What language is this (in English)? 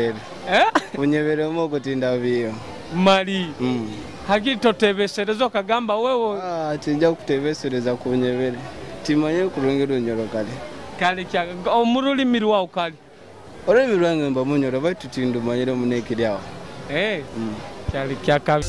Nyoro